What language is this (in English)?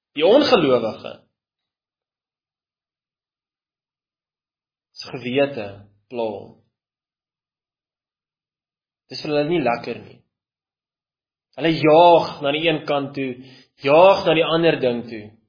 Afrikaans